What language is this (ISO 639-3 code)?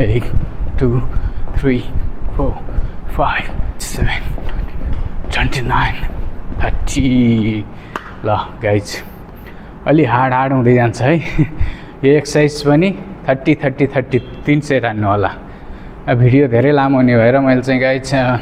nep